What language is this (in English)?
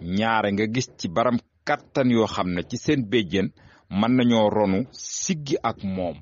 Wolof